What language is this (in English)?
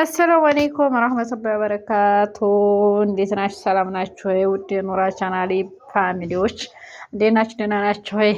Amharic